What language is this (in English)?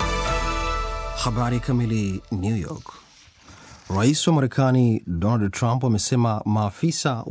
Swahili